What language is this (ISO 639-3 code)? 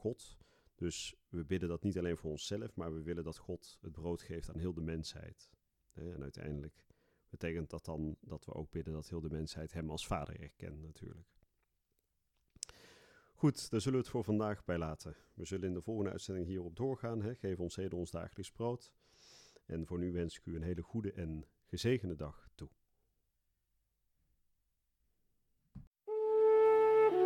nld